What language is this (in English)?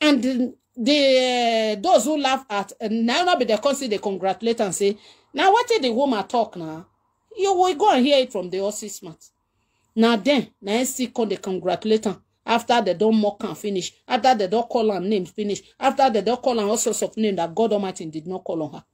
Nigerian Pidgin